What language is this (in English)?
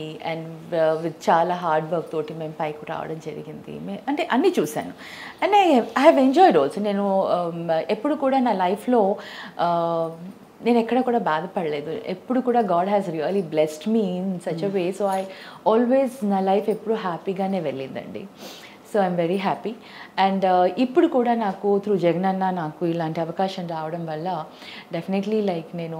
Telugu